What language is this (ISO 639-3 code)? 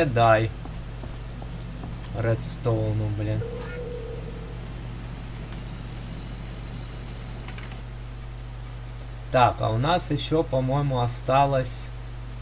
rus